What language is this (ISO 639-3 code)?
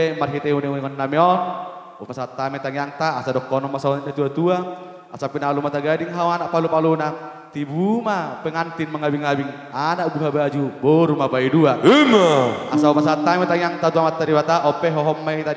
bbc